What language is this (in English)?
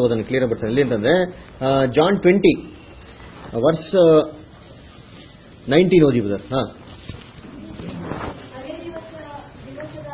Kannada